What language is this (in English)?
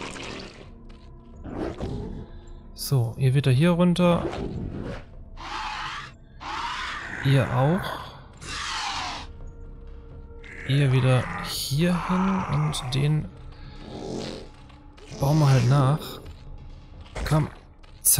German